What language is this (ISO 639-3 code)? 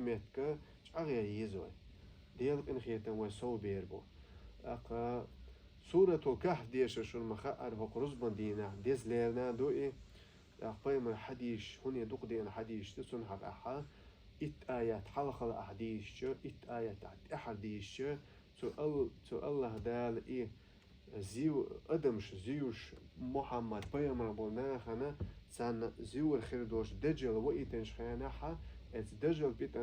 che